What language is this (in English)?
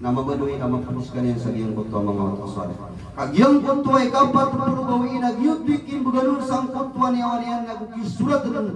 Maranao